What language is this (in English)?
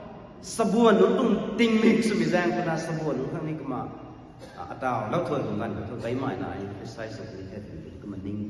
Rongmei Naga